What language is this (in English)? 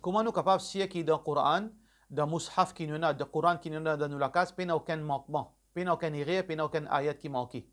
Morisyen